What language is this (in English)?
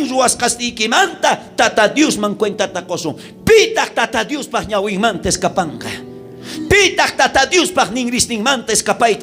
South Bolivian Quechua